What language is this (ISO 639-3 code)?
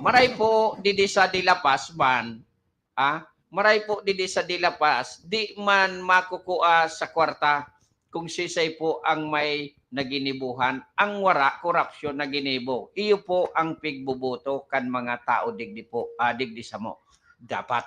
bik